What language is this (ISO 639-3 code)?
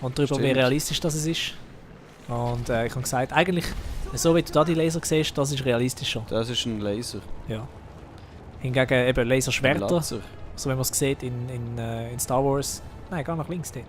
gsw